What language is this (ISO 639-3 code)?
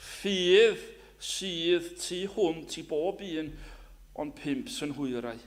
cym